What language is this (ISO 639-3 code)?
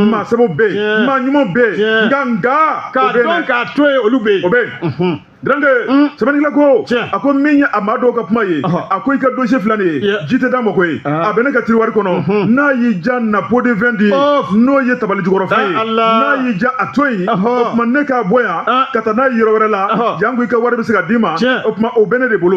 bam